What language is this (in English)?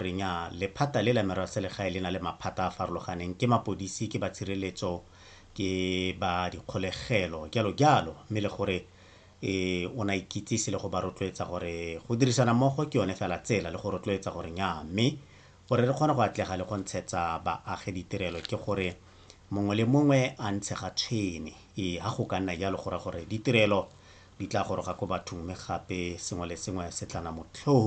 Tswana